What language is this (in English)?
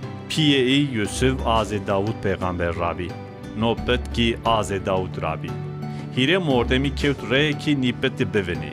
Zaza